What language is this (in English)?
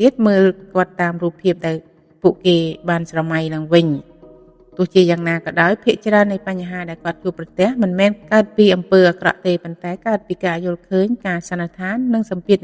Khmer